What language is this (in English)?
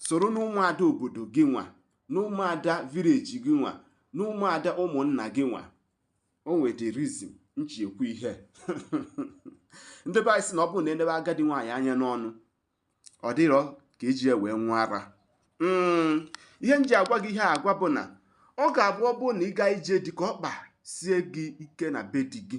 Igbo